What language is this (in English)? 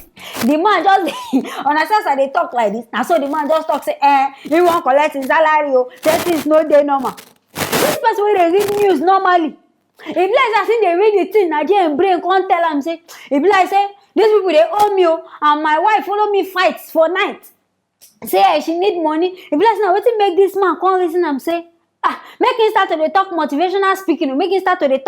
Nigerian Pidgin